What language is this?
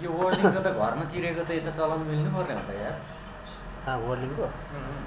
Nepali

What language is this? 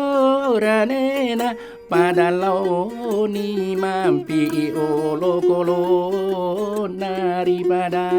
Buginese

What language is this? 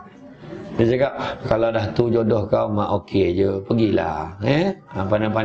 Malay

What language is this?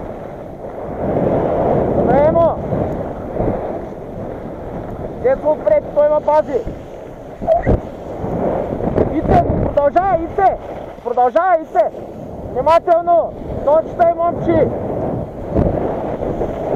Bulgarian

